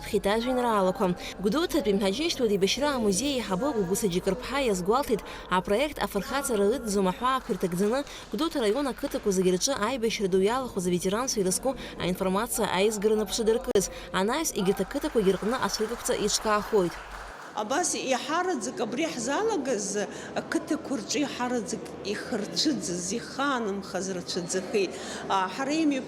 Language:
Abkhazian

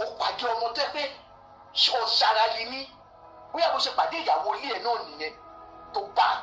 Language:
Yoruba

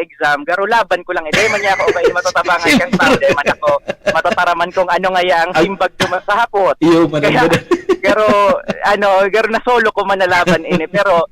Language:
Bikol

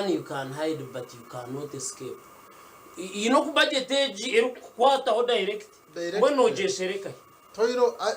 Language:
Nyankole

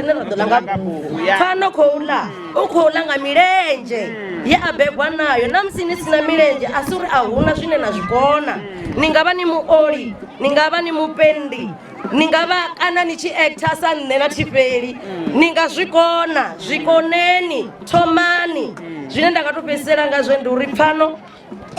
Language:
Venda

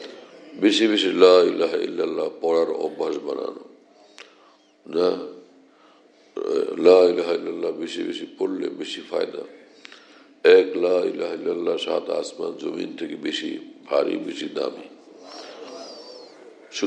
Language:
Bangla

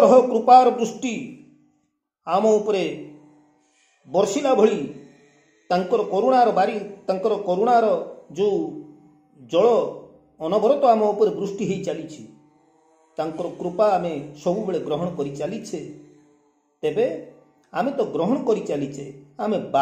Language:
Odia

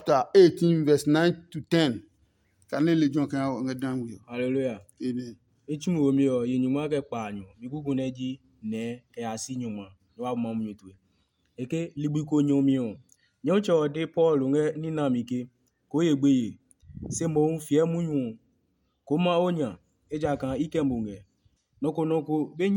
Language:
Adangme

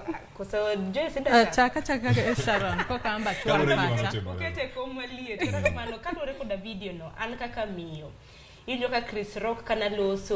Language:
Luo (Kenya and Tanzania)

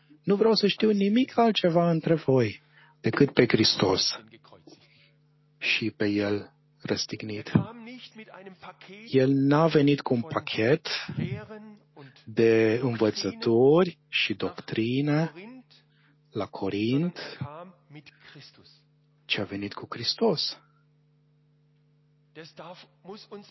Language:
Romanian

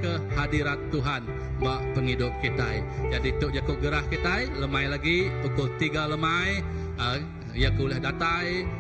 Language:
Iban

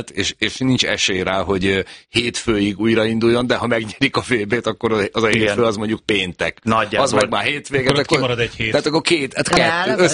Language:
Hungarian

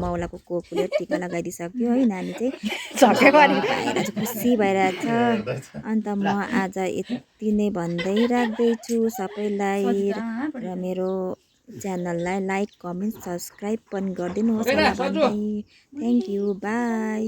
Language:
Nepali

